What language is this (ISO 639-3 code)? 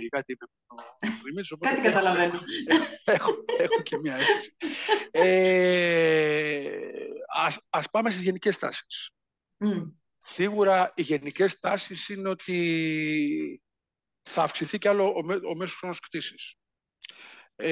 ell